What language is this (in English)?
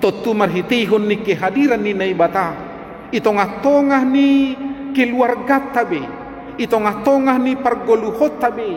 Batak Simalungun